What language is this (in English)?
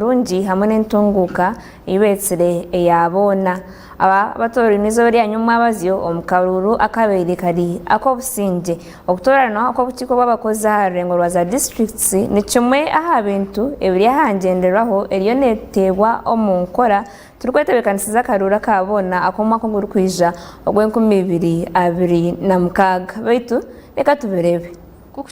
Nyankole